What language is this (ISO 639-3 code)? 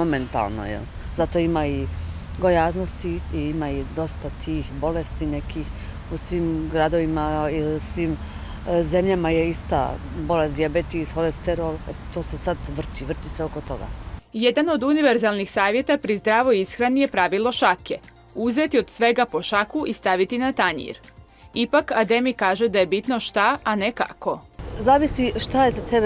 bos